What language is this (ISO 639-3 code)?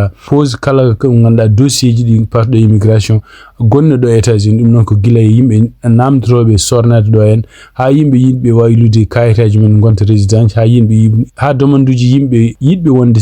ful